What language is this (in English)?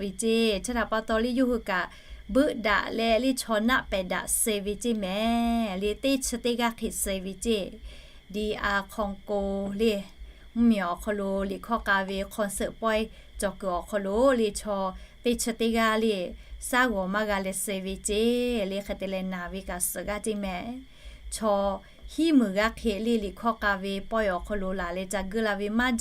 Lahu